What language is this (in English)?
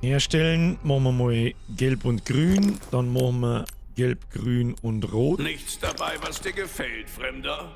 Bavarian